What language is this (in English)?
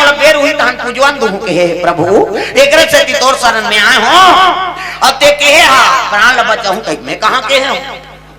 Chhattisgarhi